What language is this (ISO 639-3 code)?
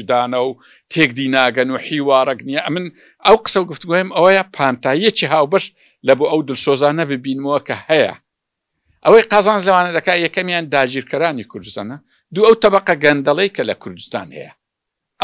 ckb